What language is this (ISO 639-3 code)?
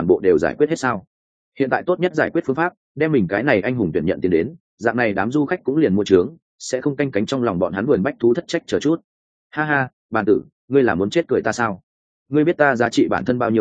vie